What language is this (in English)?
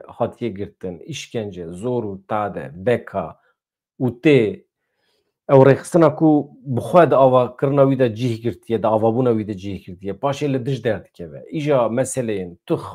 Kurdish